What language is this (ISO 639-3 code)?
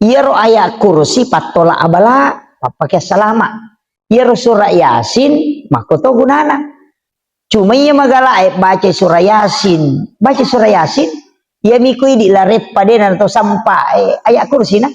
bug